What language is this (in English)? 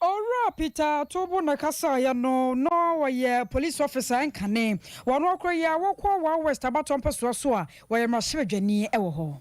Akan